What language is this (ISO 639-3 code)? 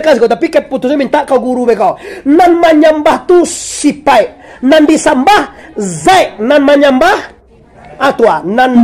min